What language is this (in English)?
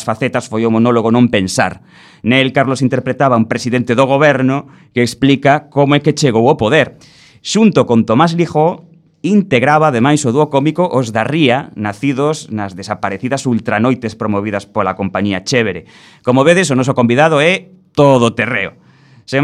Galician